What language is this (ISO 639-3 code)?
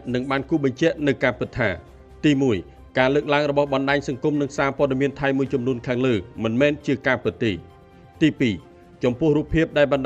khm